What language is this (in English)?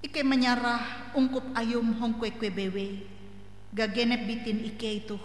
Ngaju